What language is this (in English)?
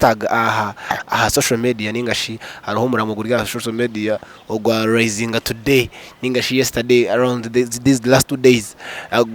Nyankole